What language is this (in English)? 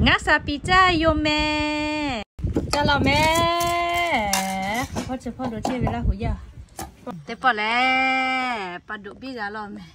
Lahu